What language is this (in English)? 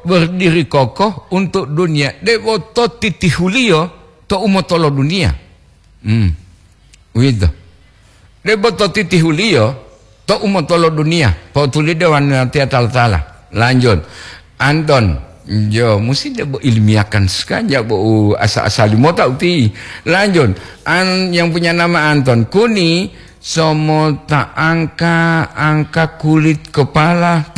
Gorontalo